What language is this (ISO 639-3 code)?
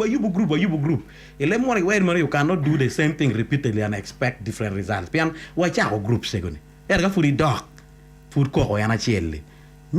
ach